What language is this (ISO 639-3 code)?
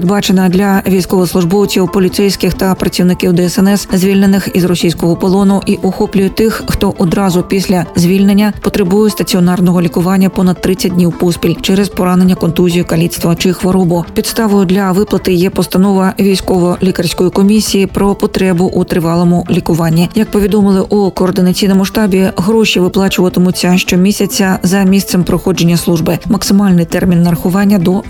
ukr